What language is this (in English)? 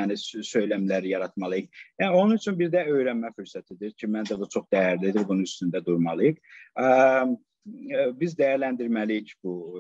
South Azerbaijani